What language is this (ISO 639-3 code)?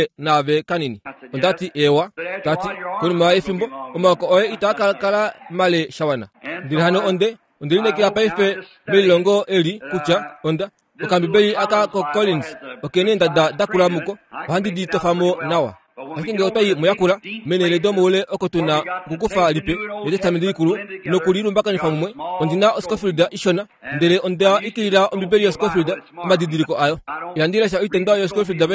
kua